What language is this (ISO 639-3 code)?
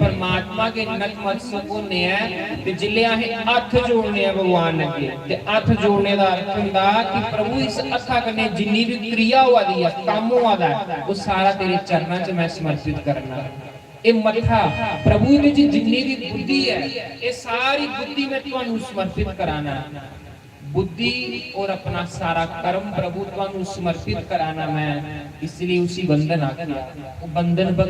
doi